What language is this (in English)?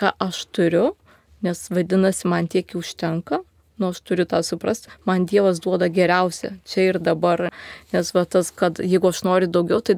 Lithuanian